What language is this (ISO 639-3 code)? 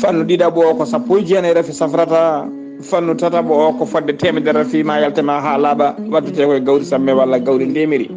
ful